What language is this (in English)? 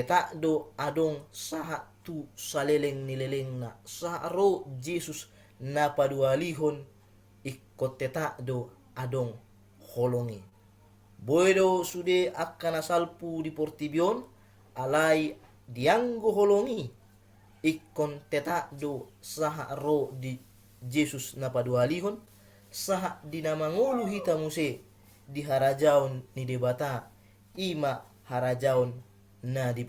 Batak Toba